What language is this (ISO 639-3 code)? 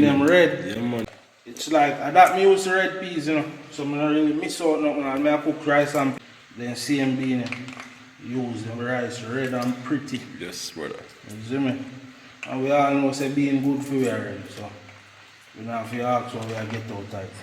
jam